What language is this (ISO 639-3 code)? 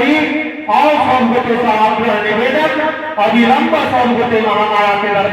mai